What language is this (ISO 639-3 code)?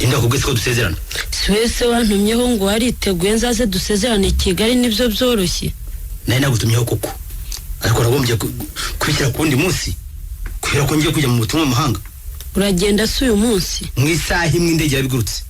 kin